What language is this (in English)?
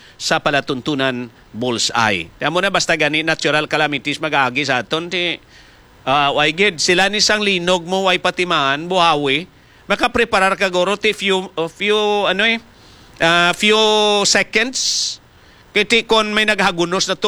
Hiligaynon